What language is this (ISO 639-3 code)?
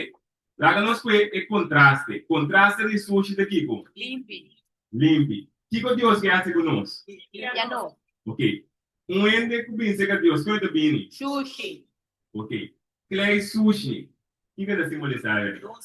pap